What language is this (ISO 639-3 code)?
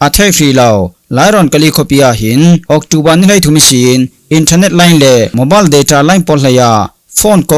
cfm